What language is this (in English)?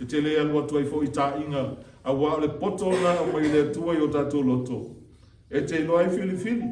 Samoan